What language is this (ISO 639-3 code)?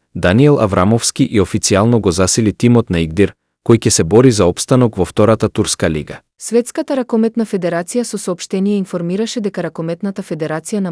mkd